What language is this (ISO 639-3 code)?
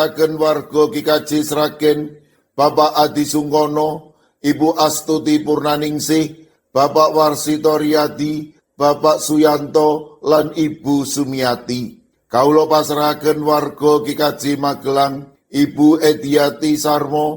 jav